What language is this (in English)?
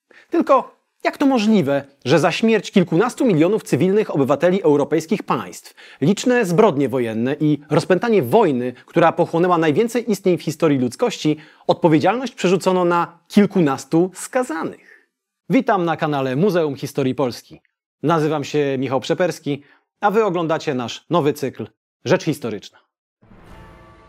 Polish